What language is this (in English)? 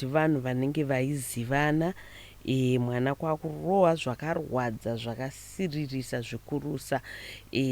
Shona